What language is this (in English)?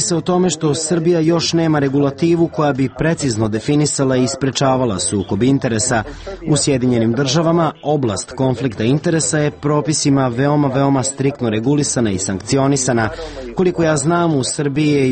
Serbian